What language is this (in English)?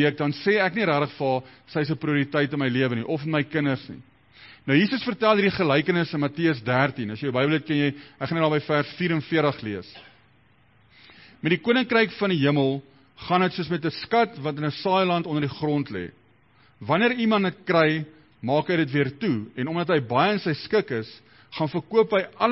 Afrikaans